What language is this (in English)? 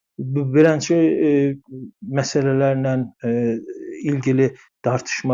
South Azerbaijani